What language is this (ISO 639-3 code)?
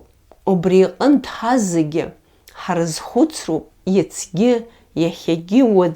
abk